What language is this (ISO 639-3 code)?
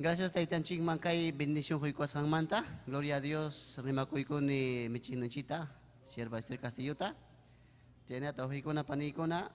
quy